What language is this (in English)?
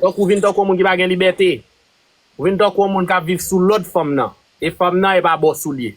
Haitian Creole